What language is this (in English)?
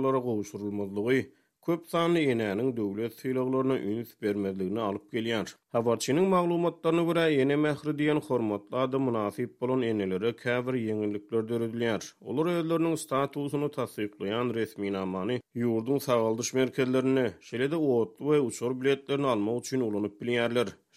Turkmen